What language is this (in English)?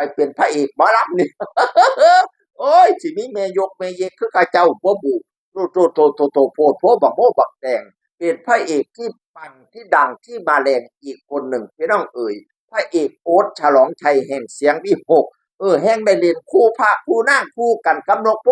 Northeastern Thai